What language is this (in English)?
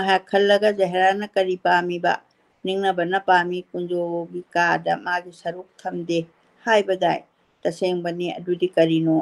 Manipuri